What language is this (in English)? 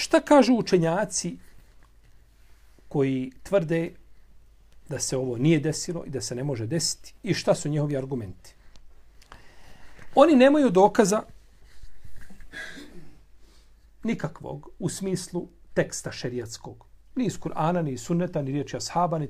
Bosnian